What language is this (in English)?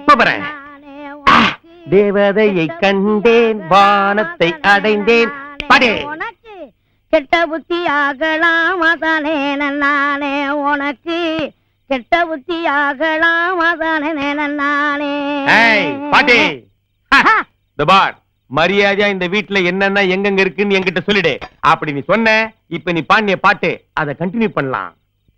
Tamil